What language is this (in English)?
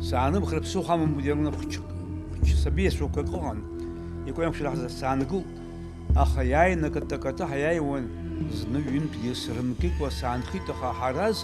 Abkhazian